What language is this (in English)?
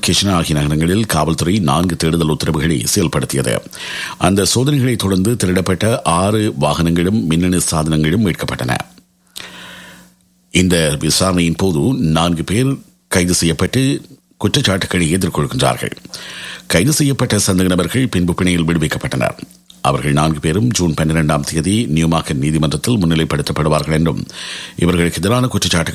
Tamil